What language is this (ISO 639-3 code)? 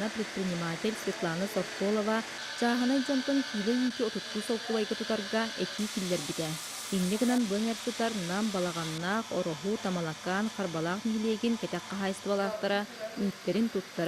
sah